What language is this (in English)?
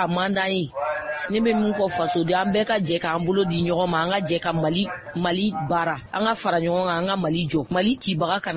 Bambara